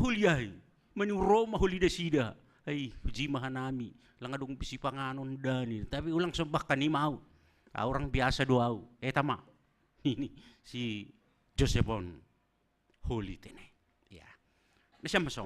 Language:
Batak Simalungun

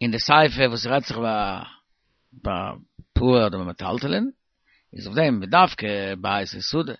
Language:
Yiddish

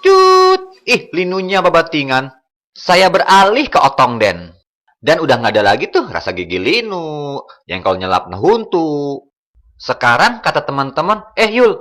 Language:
Sundanese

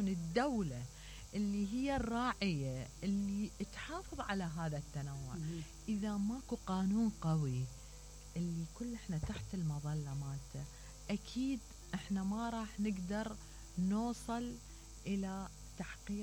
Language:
Mesopotamian Arabic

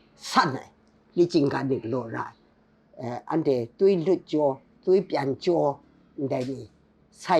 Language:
Kachin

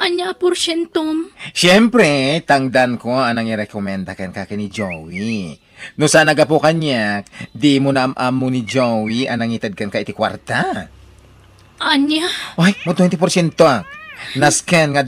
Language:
Iloko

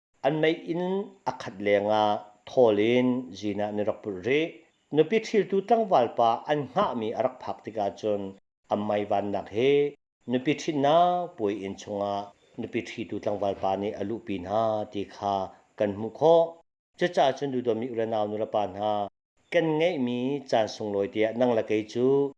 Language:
Hakha Chin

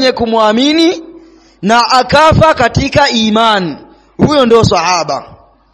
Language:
Swahili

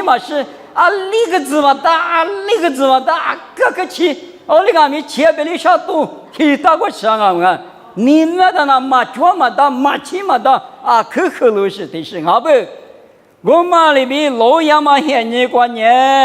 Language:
Lisu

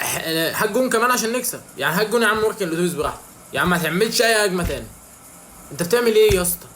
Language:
Egyptian Arabic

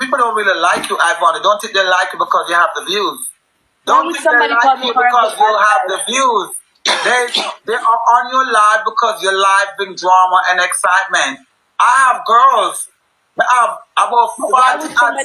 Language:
Jamaican Creole English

